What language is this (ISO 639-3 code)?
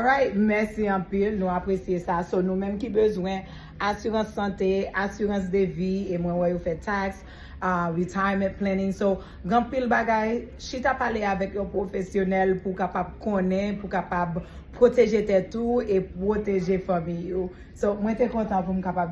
hat